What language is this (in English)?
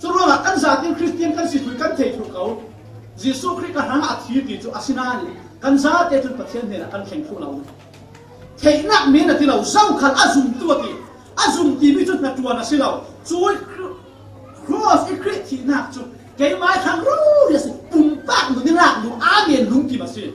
Falam Chin